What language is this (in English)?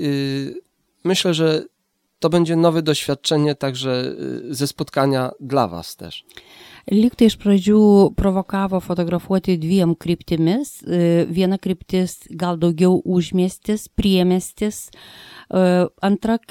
Lithuanian